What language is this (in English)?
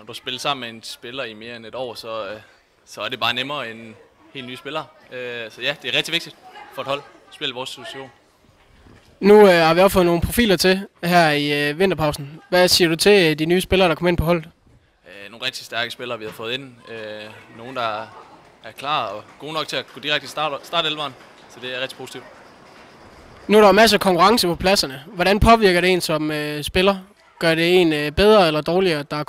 Danish